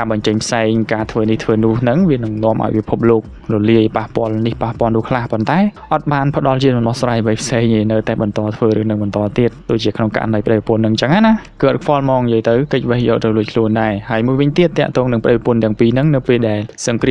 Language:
Khmer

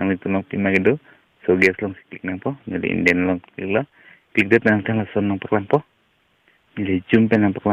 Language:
Karbi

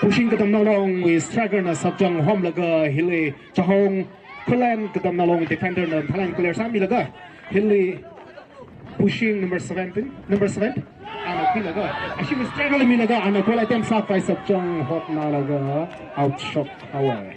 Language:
Tangkhul Naga (India)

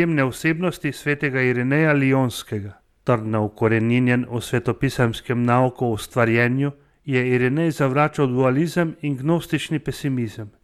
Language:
Slovenian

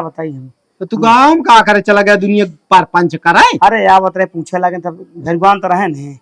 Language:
Awadhi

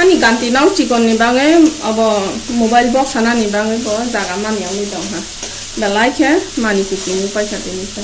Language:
Kok Borok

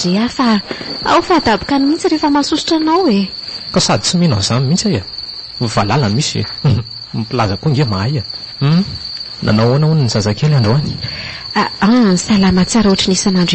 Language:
Malagasy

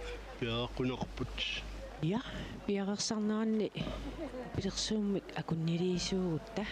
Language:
Kalaallisut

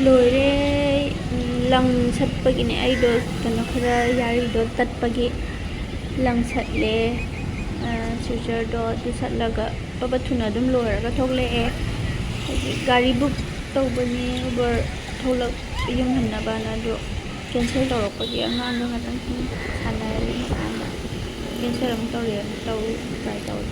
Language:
Manipuri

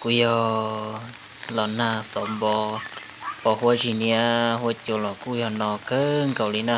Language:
Hmong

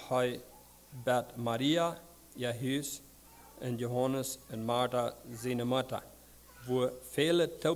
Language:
Plautdietsch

